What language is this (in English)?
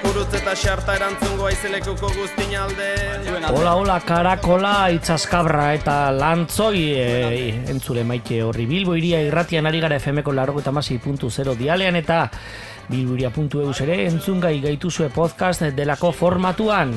Basque